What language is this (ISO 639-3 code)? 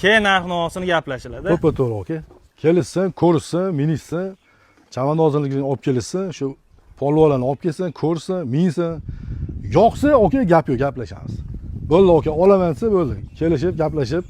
uzb